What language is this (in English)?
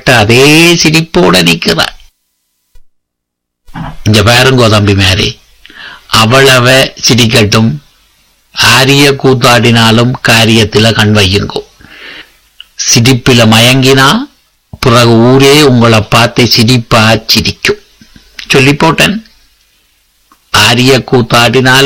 Tamil